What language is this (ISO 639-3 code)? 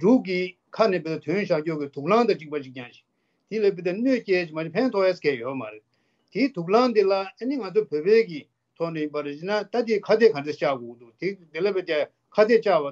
bod